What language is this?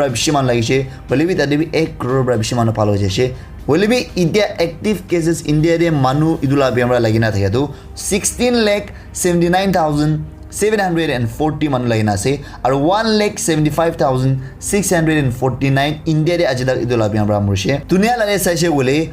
Naga Pidgin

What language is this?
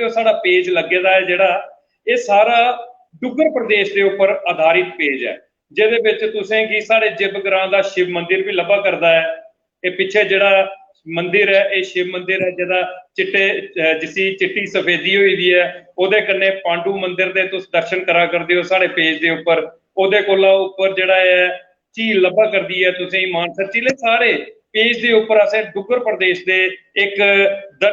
Dogri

